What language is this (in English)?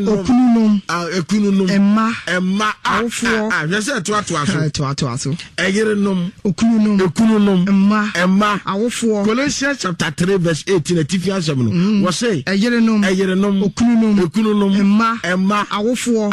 Akan